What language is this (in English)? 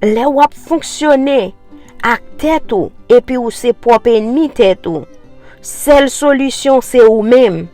Haitian Creole